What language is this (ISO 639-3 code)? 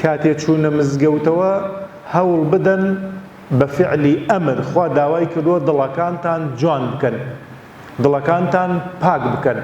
ckb